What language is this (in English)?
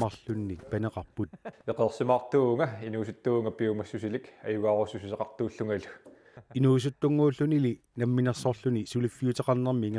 Kalaallisut